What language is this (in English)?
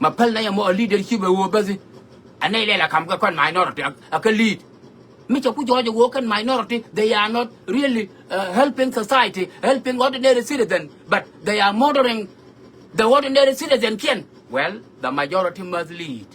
Nuer